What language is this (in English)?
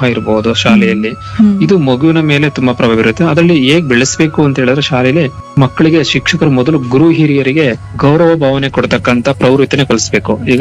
Kannada